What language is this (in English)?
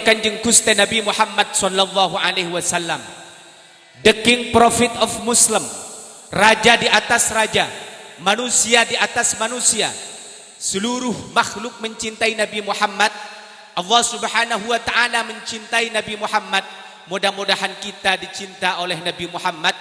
Madurese